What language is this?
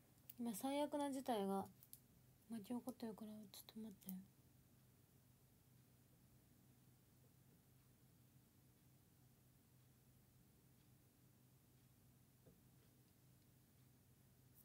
Japanese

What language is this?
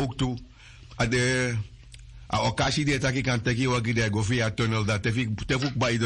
Sranan Tongo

